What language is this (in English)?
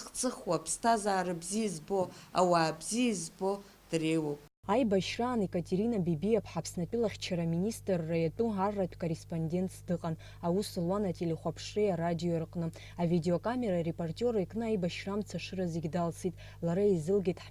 Abkhazian